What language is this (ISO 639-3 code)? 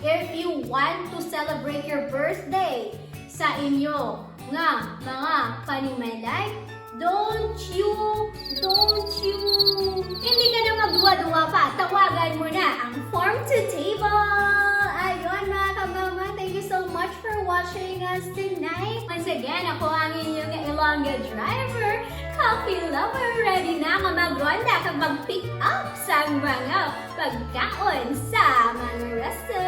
hil